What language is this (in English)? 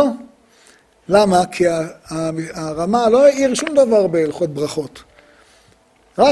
Hebrew